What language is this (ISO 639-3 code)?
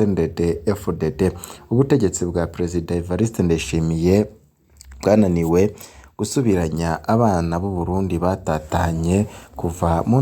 run